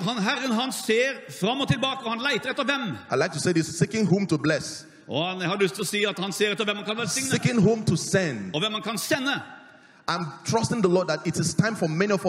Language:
Norwegian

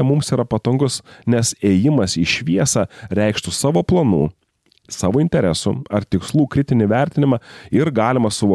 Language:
Lithuanian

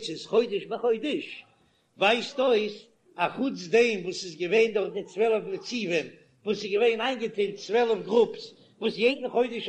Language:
Yiddish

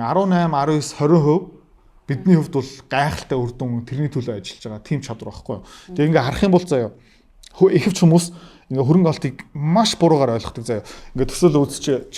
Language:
Mongolian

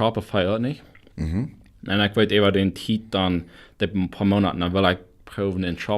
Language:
Plautdietsch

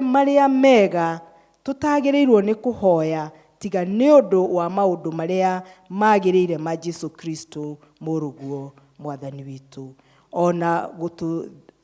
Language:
Kikuyu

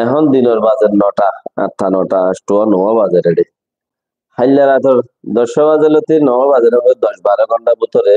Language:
Rohingya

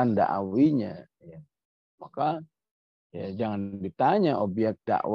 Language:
Indonesian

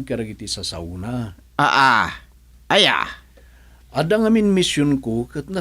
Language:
Iloko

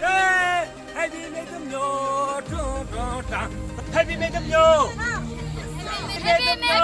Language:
Naga Pidgin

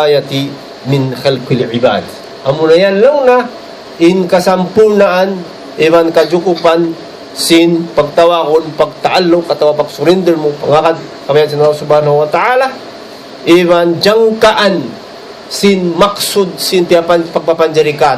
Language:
Tausug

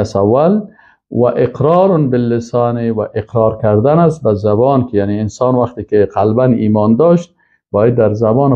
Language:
Persian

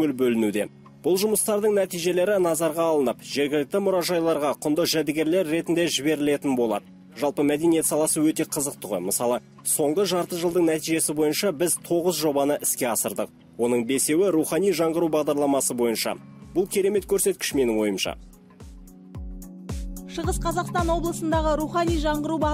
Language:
Kazakh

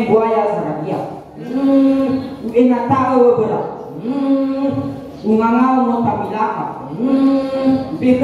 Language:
Nias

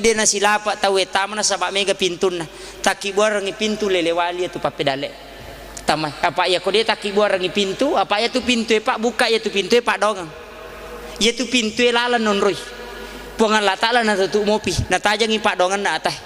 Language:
Buginese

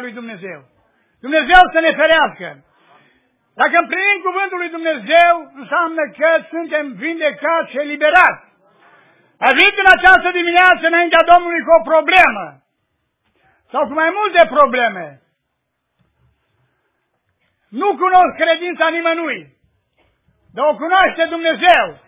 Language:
Romanian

